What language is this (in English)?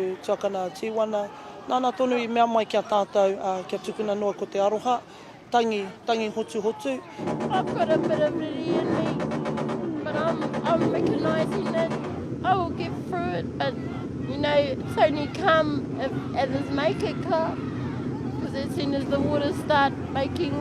Māori